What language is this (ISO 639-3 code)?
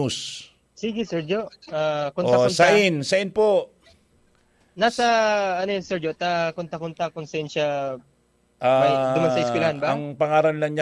bik